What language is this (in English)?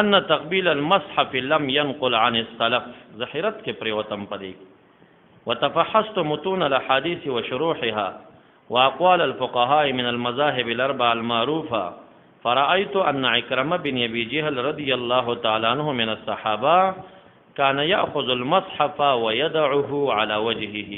Pashto